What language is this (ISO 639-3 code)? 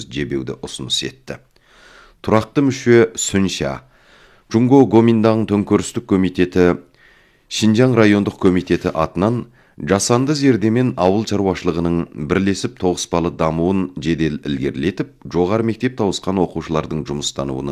kaz